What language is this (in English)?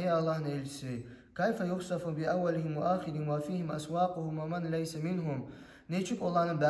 Kumyk